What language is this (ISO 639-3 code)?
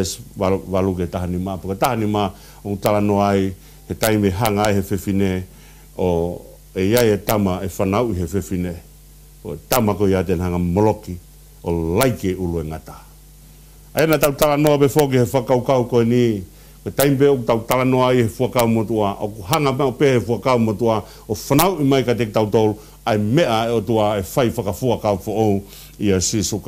ton